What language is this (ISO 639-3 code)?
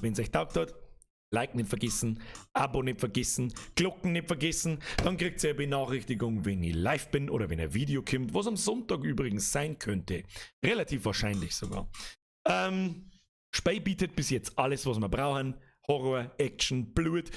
bar